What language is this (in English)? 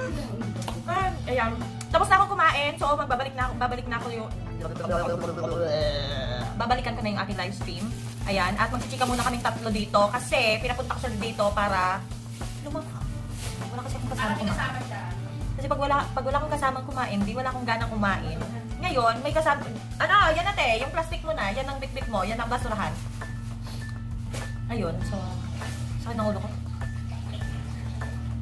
Filipino